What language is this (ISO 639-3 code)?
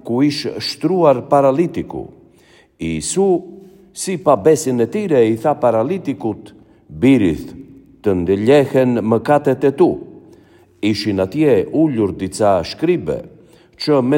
sqi